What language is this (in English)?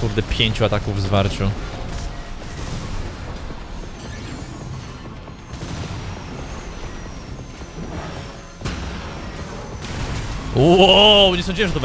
Polish